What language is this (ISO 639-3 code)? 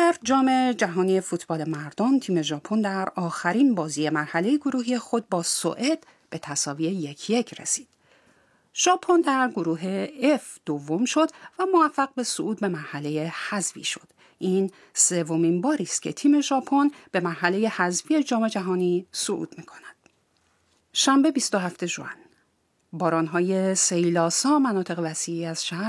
fas